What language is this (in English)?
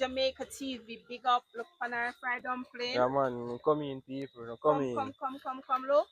Jamaican Creole English